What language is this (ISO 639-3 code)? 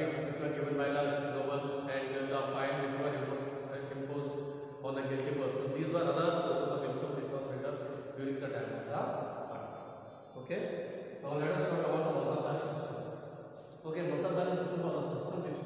eng